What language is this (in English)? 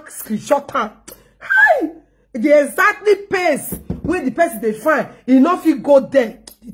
Nigerian Pidgin